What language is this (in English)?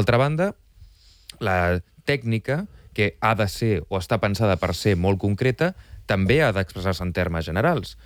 Catalan